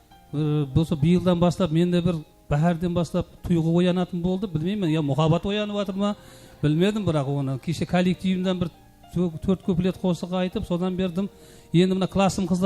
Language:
Kara-Kalpak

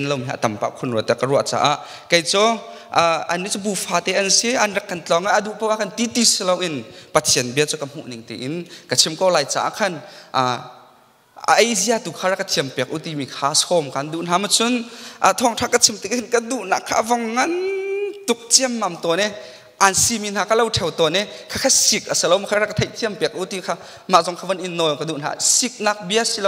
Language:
Hakha Chin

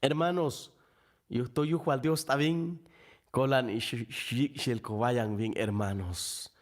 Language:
Chuj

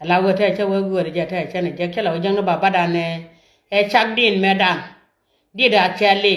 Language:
Nuer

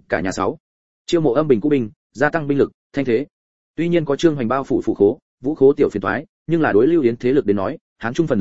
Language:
Vietnamese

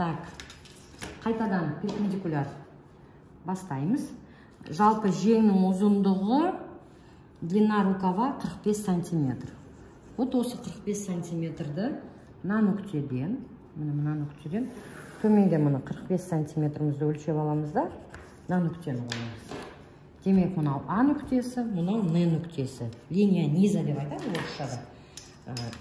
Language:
Kazakh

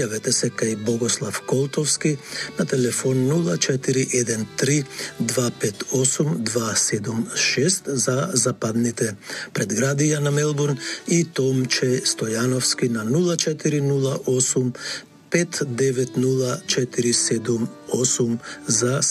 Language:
Macedonian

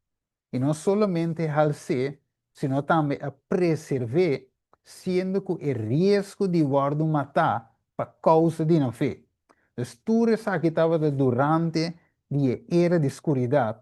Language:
Papiamento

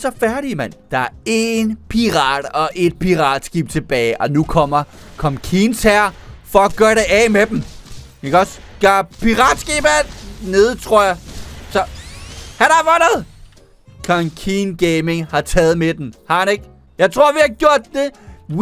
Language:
Danish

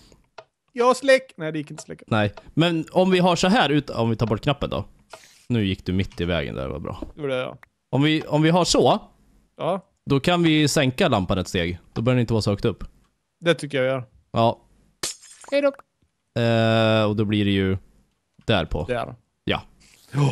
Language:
Swedish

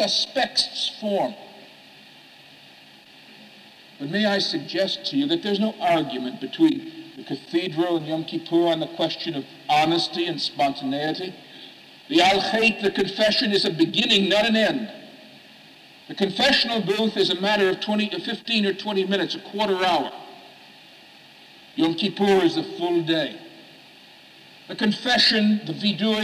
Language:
English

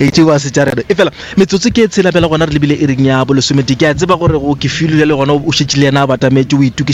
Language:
Northern Sotho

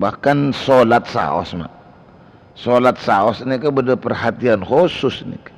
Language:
Madurese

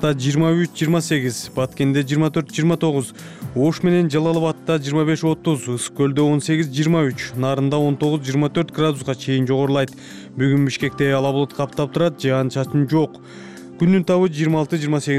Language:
Kyrgyz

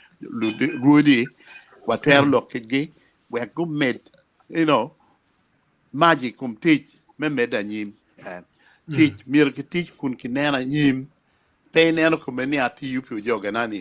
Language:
Acoli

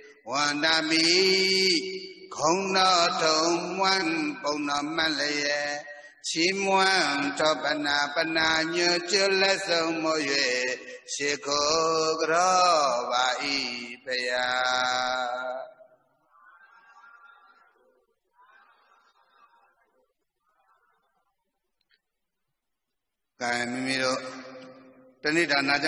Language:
Burmese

